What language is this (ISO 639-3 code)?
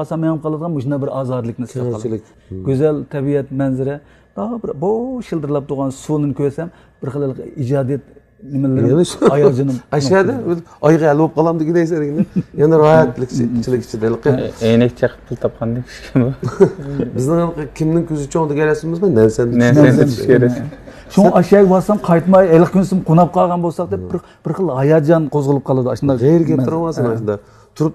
uig